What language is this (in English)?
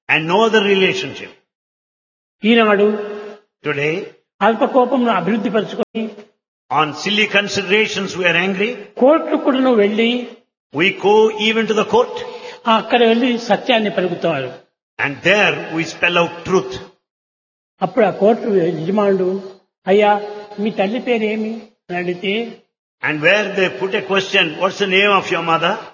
Telugu